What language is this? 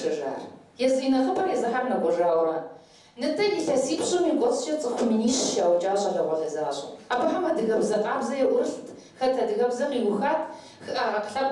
Kabardian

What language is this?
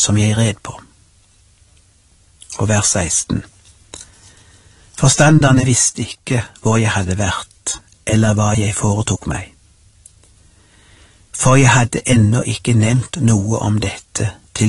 Norwegian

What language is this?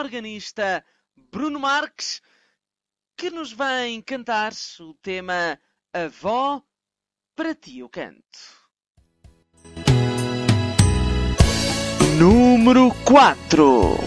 Portuguese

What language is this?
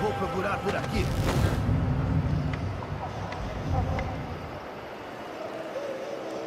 Portuguese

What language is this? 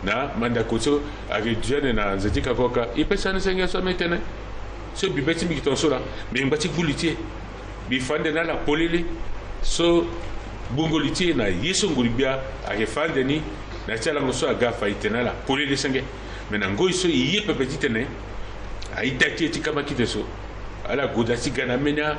Sango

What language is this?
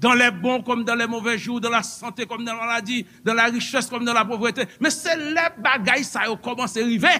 Haitian Creole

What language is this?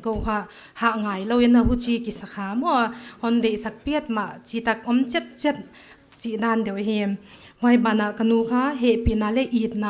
Paite Chin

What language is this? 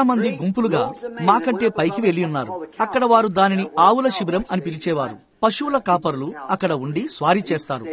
Telugu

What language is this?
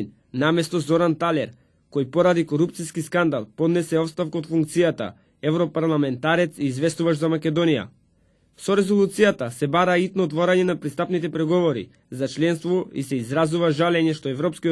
Macedonian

